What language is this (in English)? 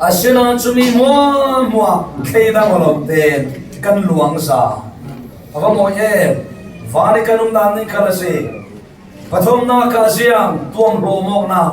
Falam Chin